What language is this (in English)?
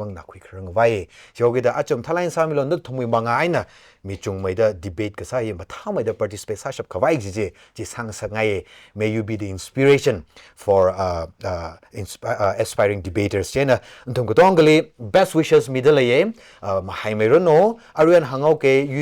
Tangkhul Naga (India)